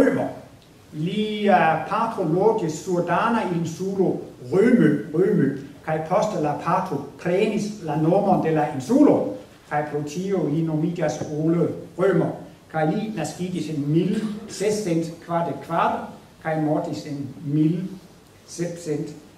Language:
Esperanto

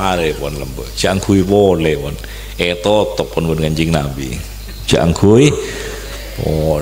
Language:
Madurese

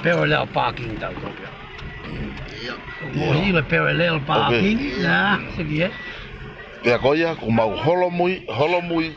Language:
Tongan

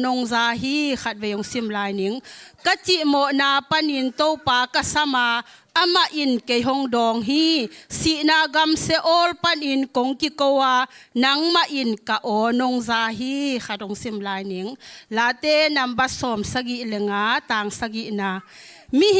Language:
Tedim Chin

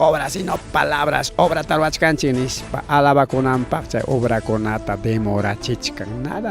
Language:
Ayacucho Quechua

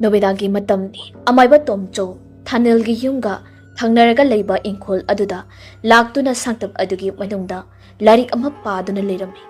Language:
Manipuri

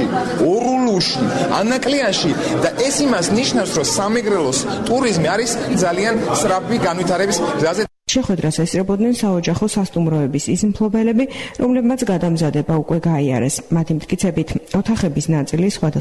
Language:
Georgian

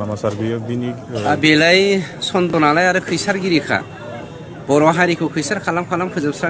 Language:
Bodo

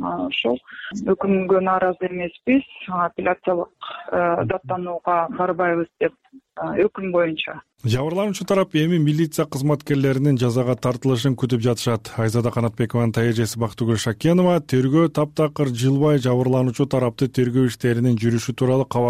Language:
Kyrgyz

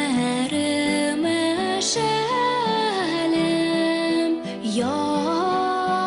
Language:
Tatar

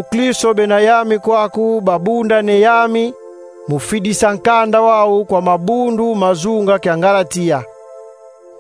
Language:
Kongo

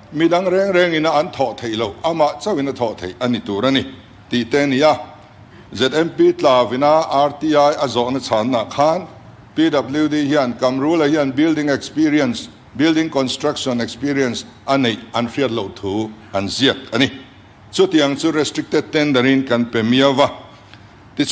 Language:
Mizo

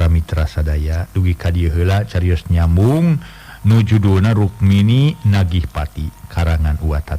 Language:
Sundanese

